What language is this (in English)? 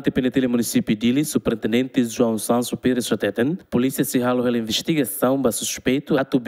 Tetum